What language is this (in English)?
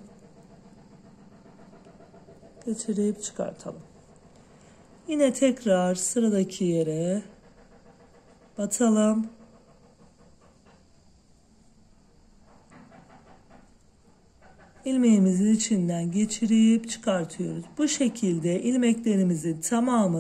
Turkish